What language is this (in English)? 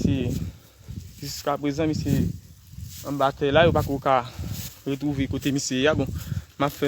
Haitian Creole